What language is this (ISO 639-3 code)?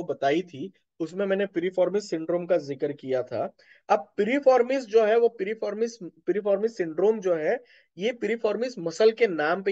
hin